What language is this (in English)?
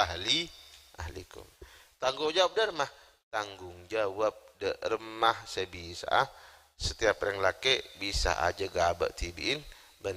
Madurese